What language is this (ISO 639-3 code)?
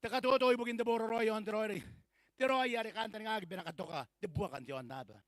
gil